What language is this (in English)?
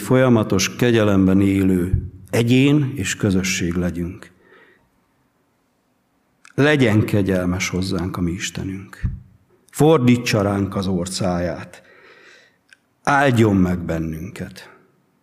Hungarian